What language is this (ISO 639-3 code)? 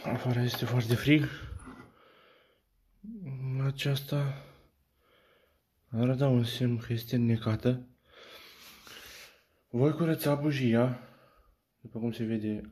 ron